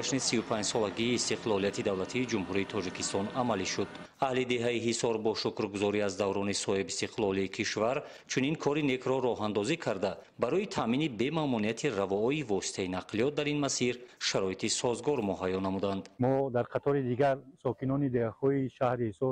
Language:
Tajik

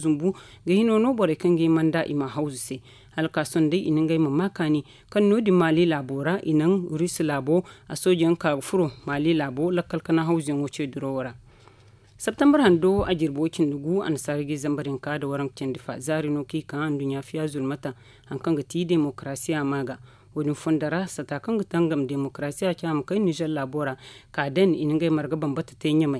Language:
Zarma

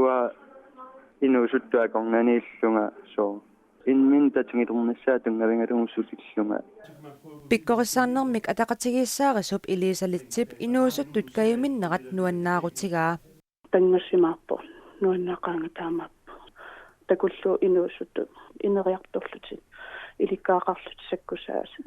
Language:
Kalaallisut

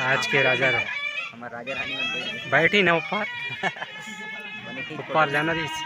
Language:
Chhattisgarhi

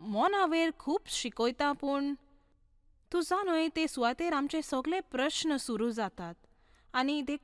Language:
Konkani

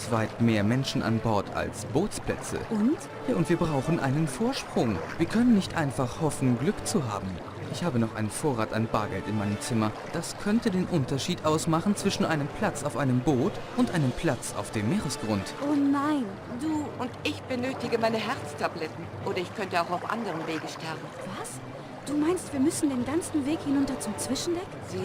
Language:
Bavarian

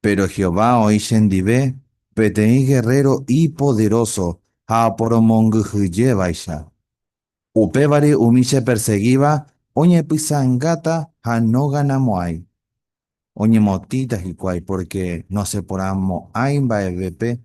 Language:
Guarani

